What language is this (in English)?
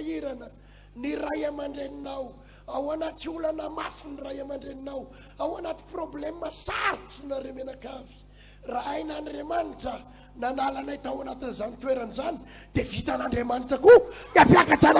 Malagasy